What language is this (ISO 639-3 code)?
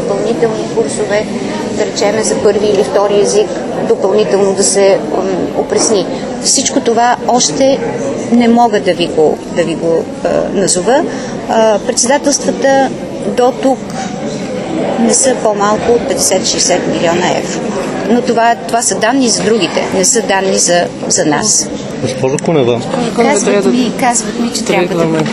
bul